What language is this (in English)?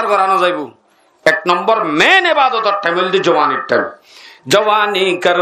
Rohingya